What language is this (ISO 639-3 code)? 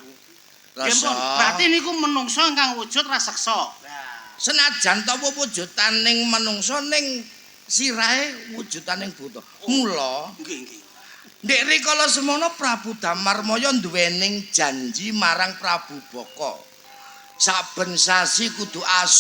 jav